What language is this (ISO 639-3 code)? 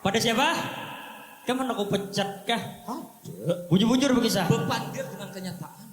bjn